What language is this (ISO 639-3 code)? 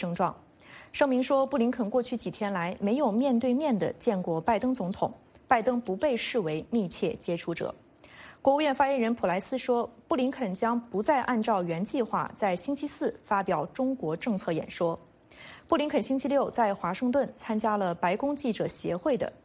zho